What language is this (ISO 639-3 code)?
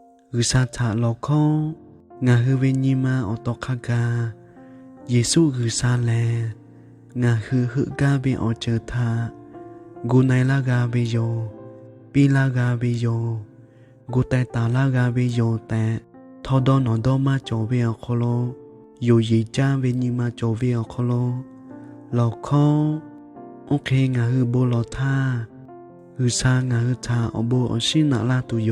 lhu